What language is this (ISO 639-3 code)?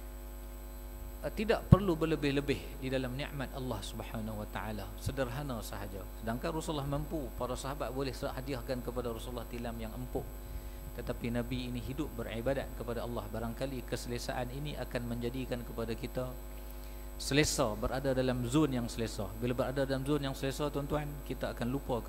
msa